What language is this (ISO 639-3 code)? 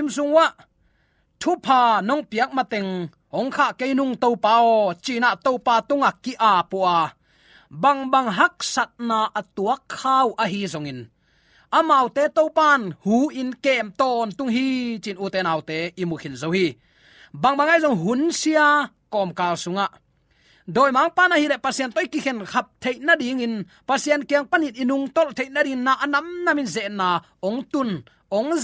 ctd